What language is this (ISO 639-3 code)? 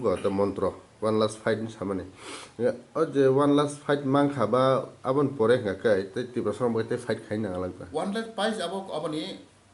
trp